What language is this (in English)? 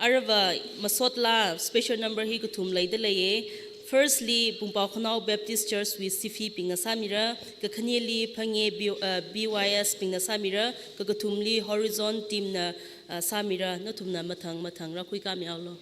Tangkhul Naga (India)